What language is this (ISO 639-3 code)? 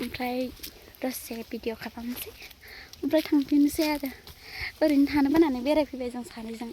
brx